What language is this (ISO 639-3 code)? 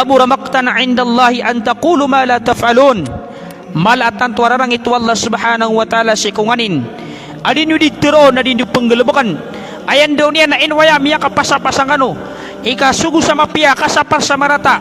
mrw